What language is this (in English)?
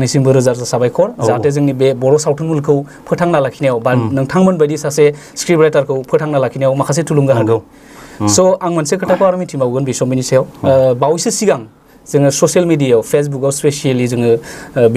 Bodo